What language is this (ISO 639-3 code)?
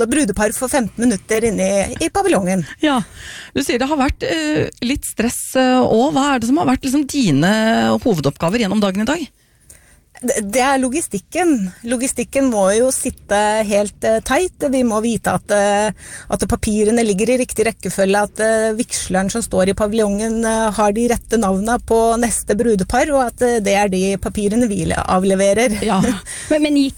nor